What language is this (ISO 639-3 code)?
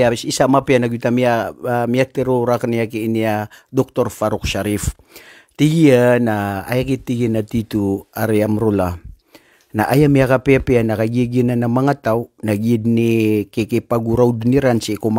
mrw